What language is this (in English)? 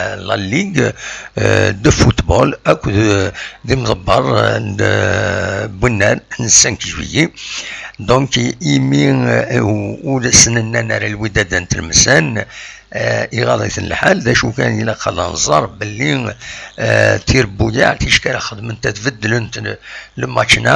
Kabyle